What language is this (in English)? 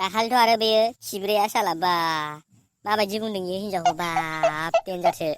Bodo